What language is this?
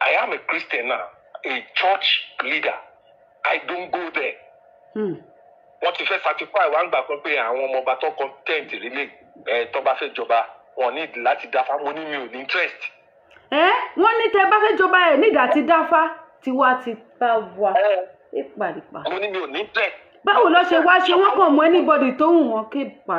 Yoruba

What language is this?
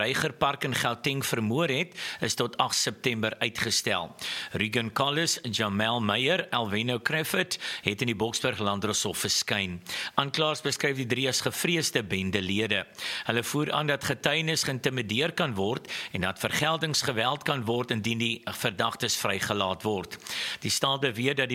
Afrikaans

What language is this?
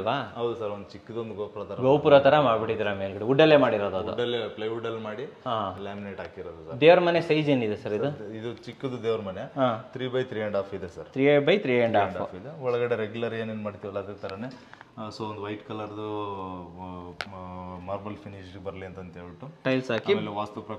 Kannada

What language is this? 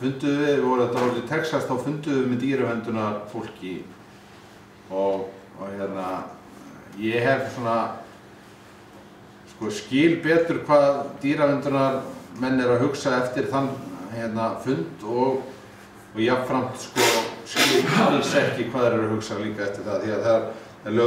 Icelandic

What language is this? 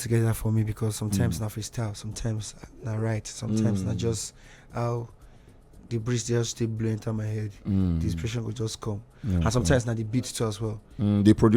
Nigerian Pidgin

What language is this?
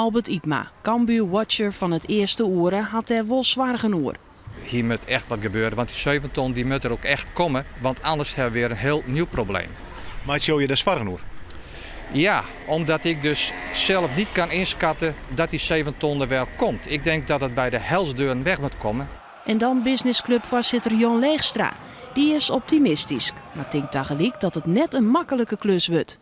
Western Frisian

